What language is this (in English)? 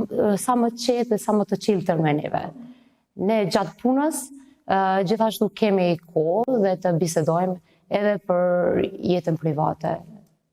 Albanian